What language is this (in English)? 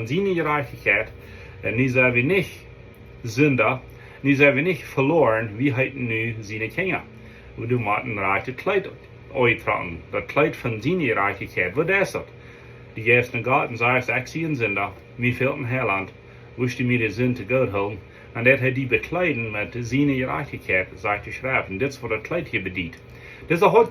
Plautdietsch